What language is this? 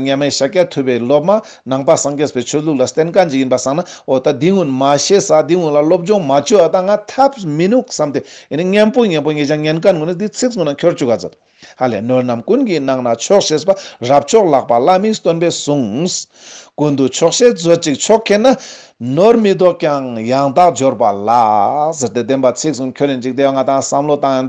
Ladakhi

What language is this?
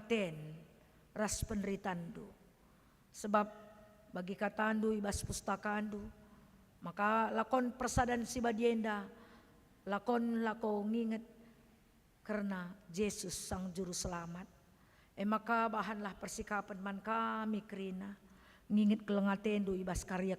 Batak Karo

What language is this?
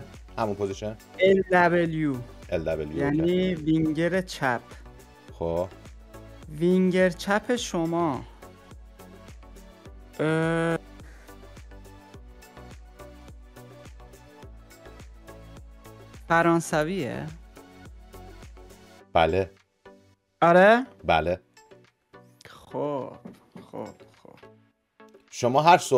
Persian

